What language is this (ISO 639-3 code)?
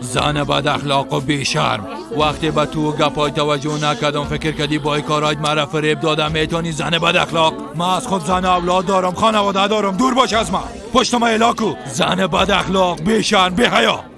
fas